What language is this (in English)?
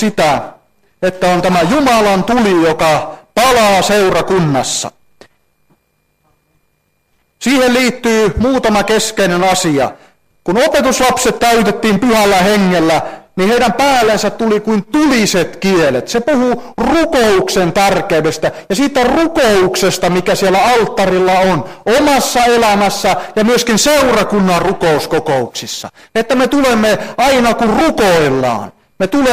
Finnish